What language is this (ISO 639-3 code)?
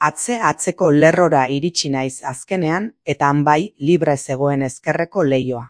eus